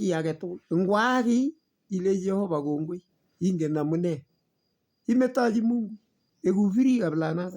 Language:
Kalenjin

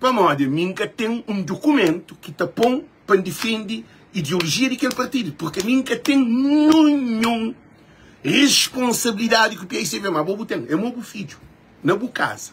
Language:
Kabuverdianu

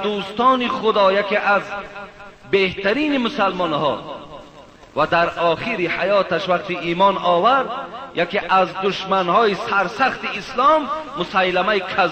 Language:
Persian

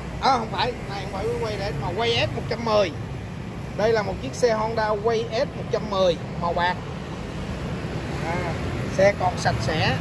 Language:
Vietnamese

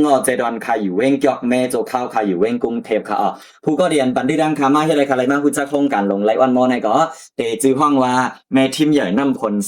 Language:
Shan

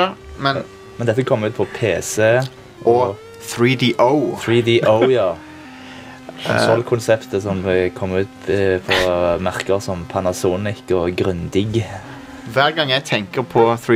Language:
Norwegian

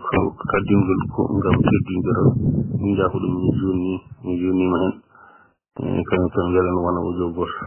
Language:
Fula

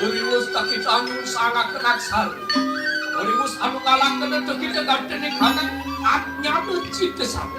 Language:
Balinese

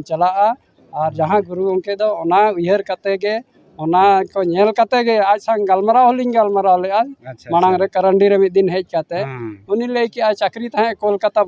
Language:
Santali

